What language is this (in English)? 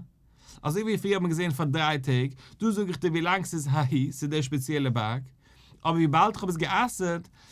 Yiddish